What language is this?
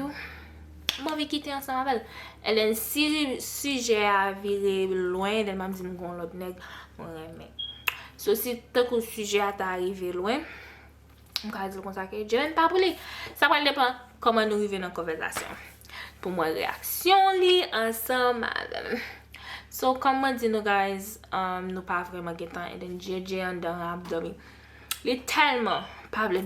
Haitian Creole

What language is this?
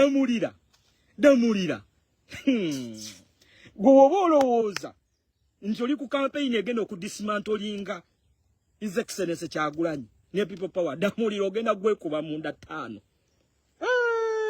Ganda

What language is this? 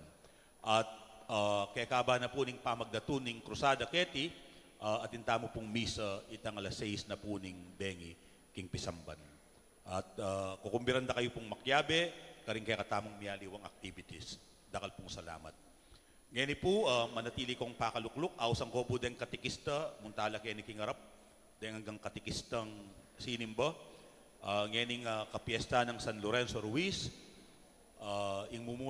Pampanga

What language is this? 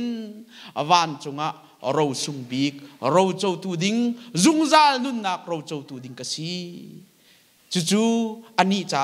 Hakha Chin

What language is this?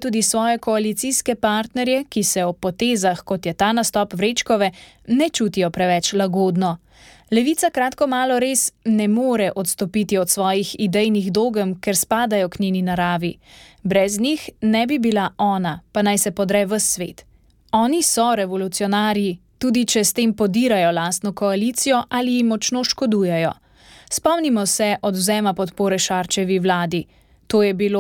Slovenian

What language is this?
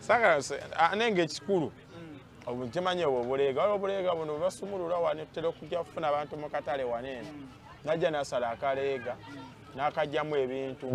Ganda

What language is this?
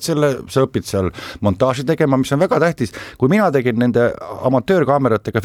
Estonian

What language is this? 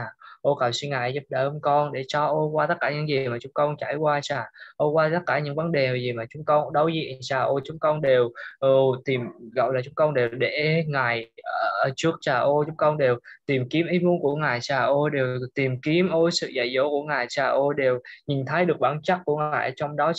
Vietnamese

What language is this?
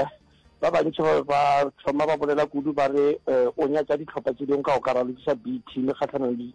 Northern Sotho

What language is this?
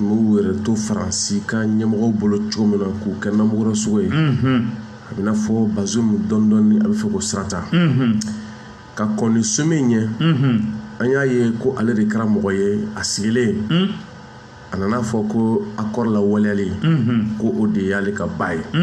Bambara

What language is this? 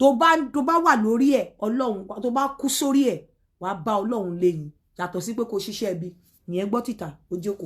Yoruba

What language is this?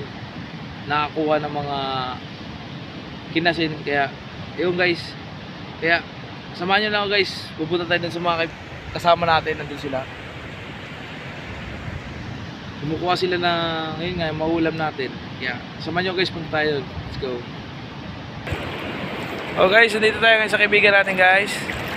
Filipino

